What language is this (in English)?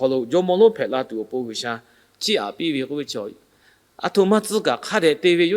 Lahu